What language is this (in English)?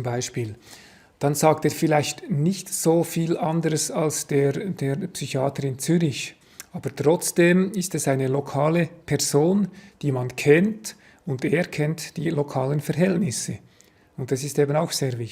Romansh